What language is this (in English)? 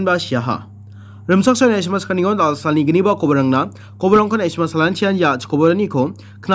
Garo